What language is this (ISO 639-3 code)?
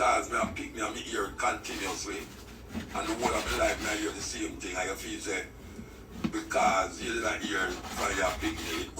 jam